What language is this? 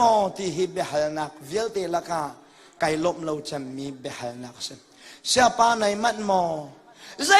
Hakha Chin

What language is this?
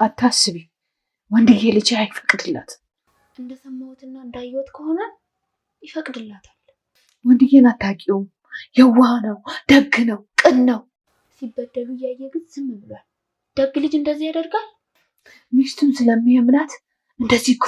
Amharic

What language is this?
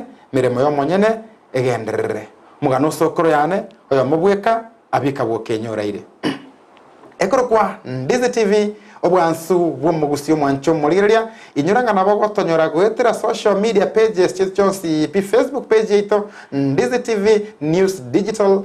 Gusii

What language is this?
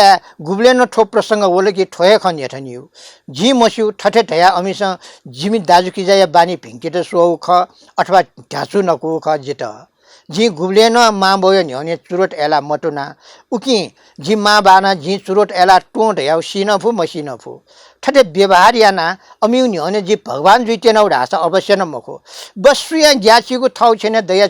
Newari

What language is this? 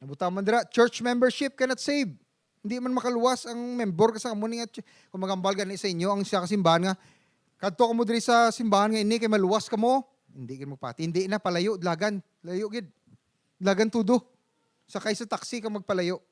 Hiligaynon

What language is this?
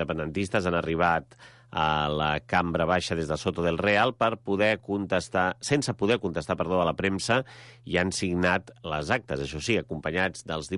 Catalan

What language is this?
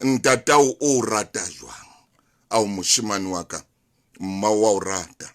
Southern Sotho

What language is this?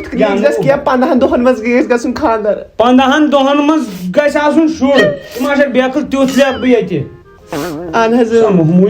Kashmiri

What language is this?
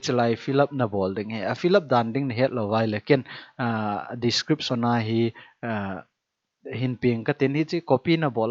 Thado Chin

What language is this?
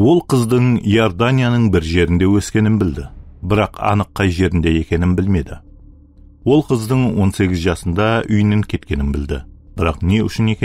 Kara-Kalpak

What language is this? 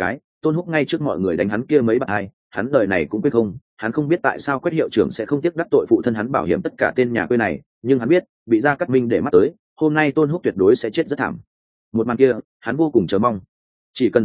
Vietnamese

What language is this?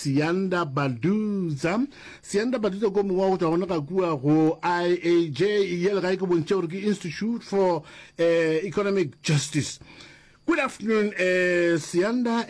Northern Sotho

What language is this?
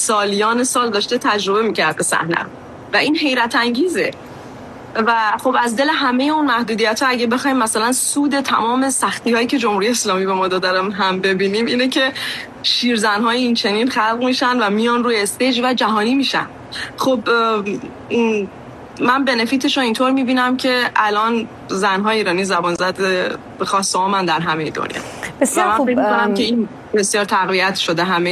Persian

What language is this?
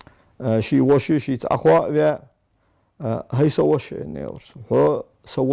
Ingush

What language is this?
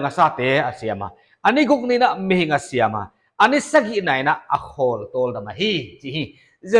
Paite Chin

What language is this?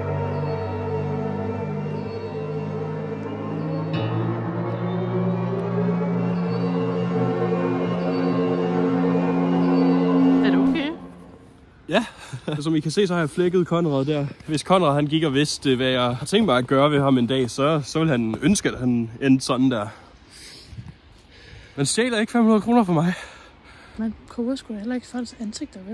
Danish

